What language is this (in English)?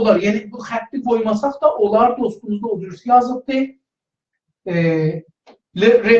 South Azerbaijani